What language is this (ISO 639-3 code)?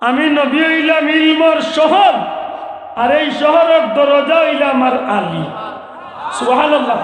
syl